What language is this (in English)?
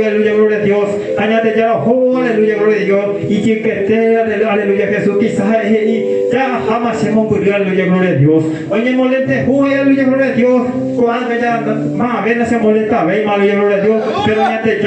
Guarani